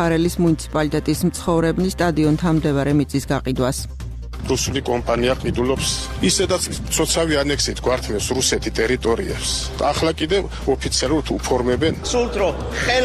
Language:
Georgian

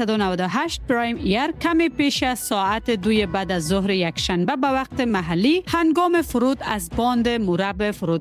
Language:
Persian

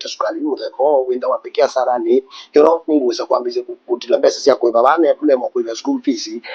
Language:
Kamba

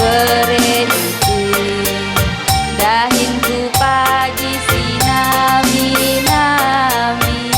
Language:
Batak Karo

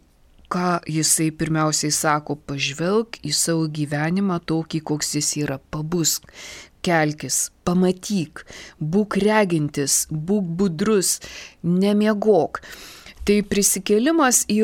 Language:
Lithuanian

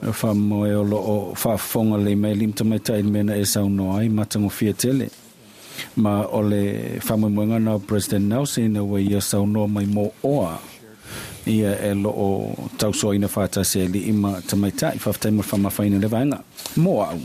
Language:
Samoan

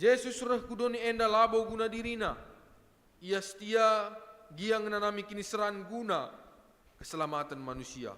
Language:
Batak Karo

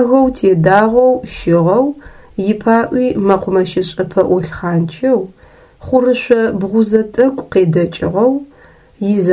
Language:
Adyghe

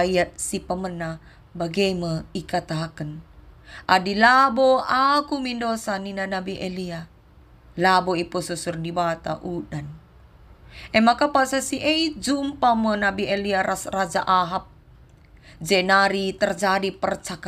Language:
Batak Karo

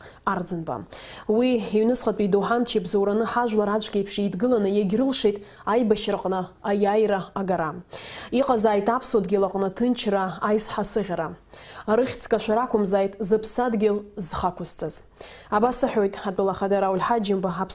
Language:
Abkhazian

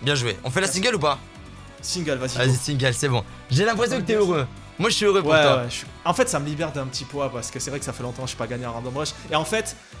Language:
French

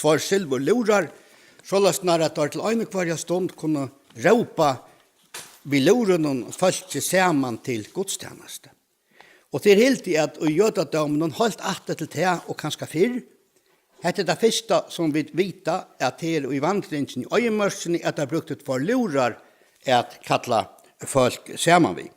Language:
Faroese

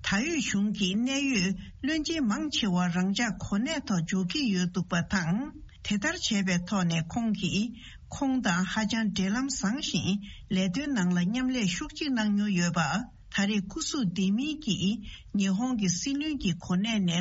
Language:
Tibetan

